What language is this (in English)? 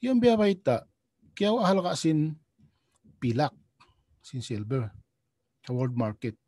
Tausug